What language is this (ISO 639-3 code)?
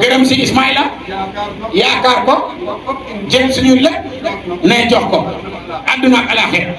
wol